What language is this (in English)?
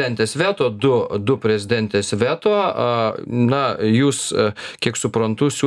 Lithuanian